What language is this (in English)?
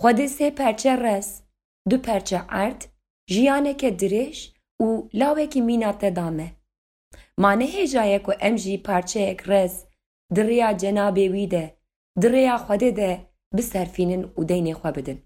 Kurdish